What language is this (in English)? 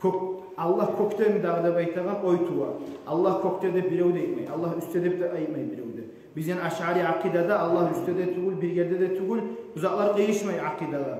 Kumyk